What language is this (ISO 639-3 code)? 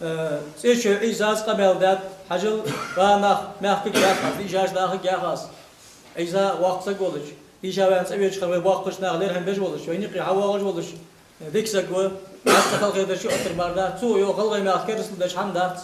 inh